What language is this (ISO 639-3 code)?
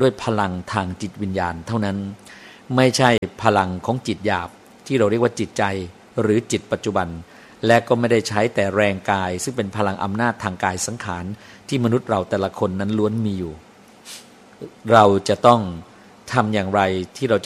tha